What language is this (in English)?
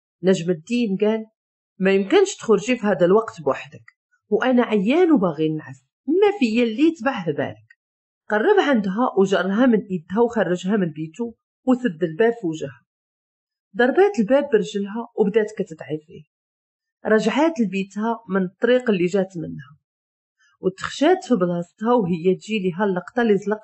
Moroccan Arabic